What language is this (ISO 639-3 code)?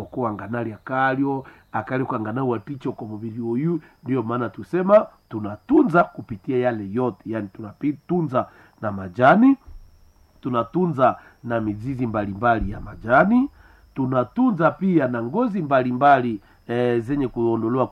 swa